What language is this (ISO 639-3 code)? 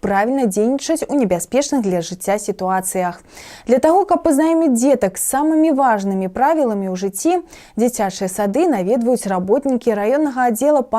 bel